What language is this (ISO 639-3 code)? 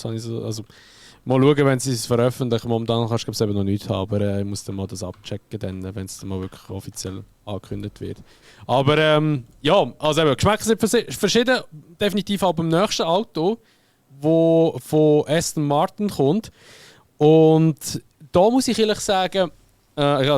gsw